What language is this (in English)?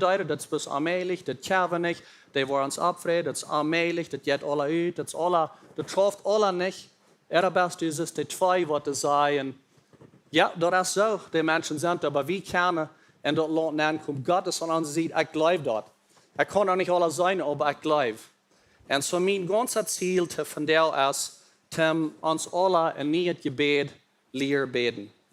Plautdietsch